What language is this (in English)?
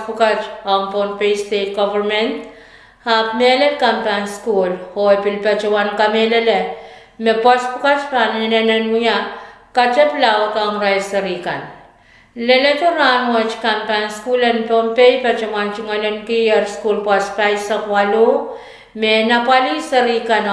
Pohnpeian